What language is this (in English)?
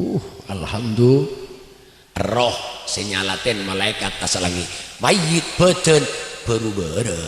Madurese